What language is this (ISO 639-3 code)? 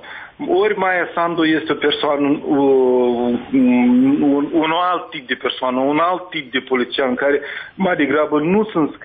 ron